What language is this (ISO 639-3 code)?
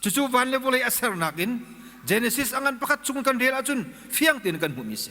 cnh